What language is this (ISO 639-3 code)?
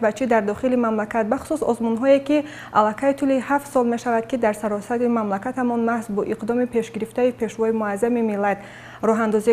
tgk